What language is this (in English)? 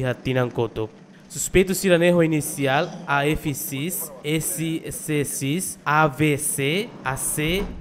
Tetum